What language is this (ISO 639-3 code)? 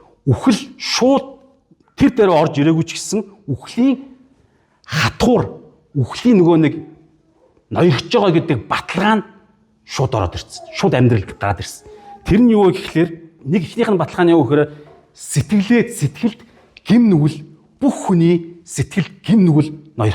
mon